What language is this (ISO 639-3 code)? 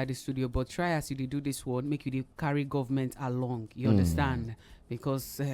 pcm